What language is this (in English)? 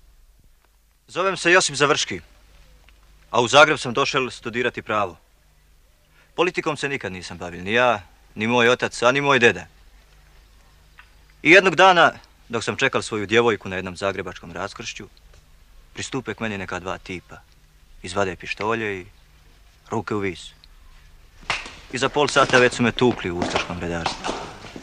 Croatian